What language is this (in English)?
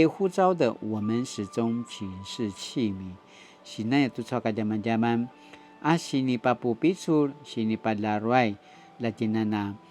Paiwan